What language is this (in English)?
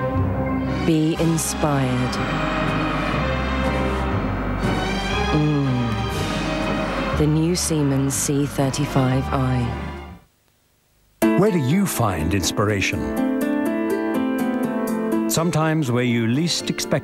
English